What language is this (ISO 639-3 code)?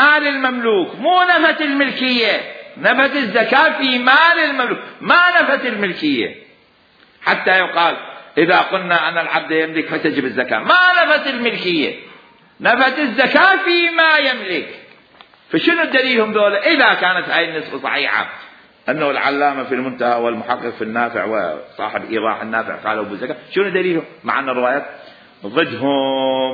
acm